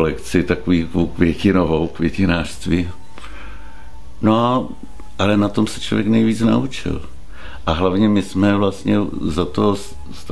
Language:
Czech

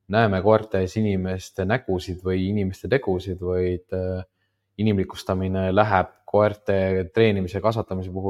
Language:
Estonian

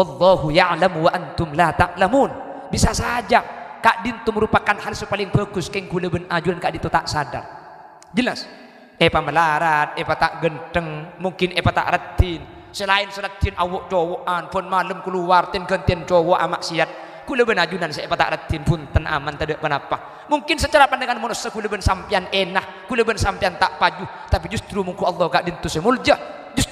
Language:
Madurese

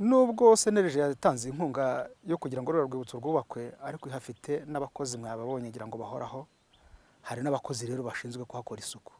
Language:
Kinyarwanda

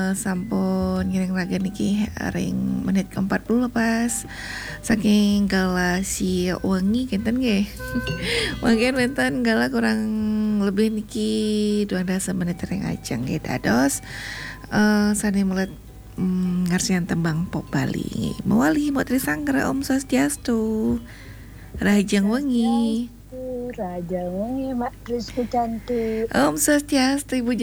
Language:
Balinese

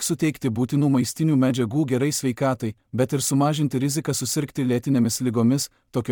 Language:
Lithuanian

